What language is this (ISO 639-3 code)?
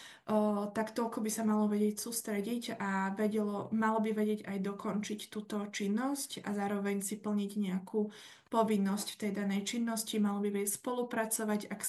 slk